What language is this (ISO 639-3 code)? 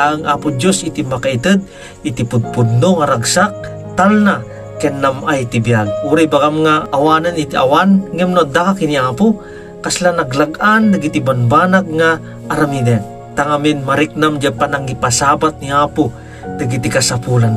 ilo